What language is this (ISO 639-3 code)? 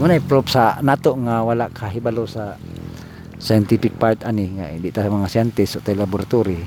ceb